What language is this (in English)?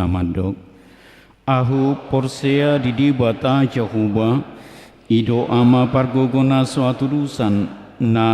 Batak Toba